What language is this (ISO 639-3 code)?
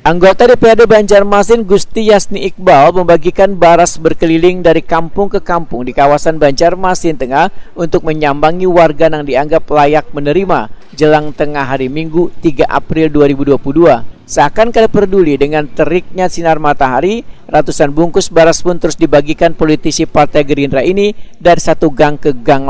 bjn